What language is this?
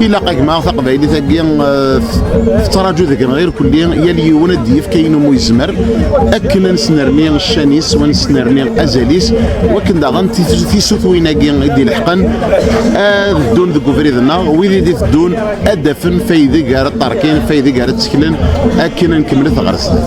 Kabyle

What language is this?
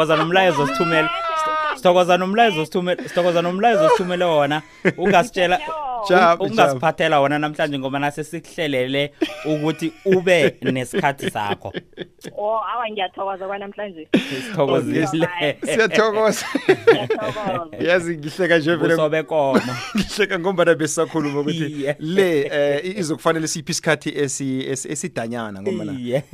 South Ndebele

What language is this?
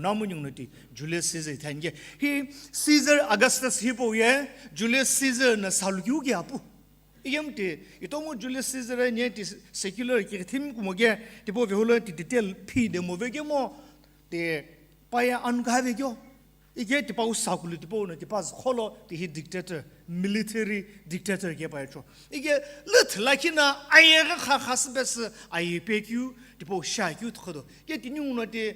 Sumi Naga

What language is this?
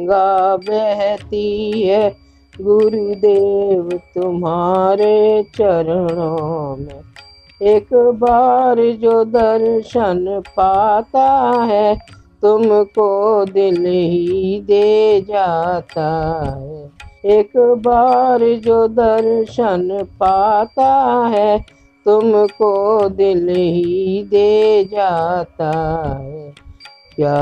Hindi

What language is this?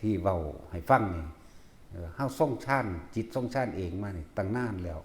Northeastern Thai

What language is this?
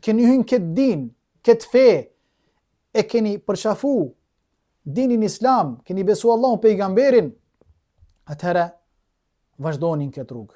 Albanian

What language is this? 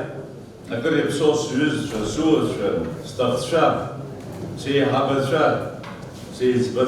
Abkhazian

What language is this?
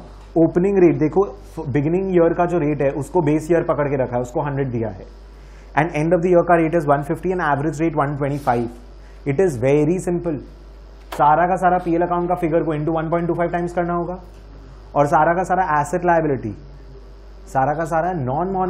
Hindi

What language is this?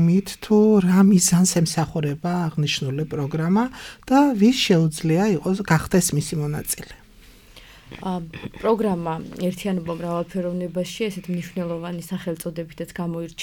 Georgian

